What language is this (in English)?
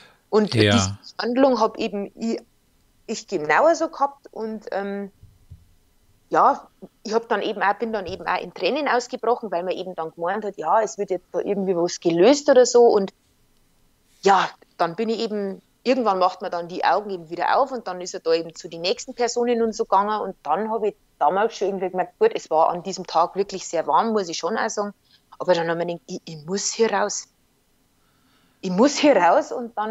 German